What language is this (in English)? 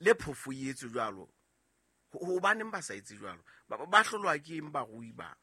Southern Sotho